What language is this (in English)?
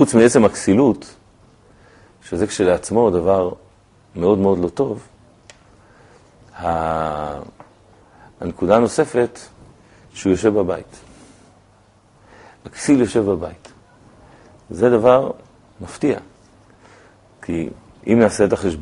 Hebrew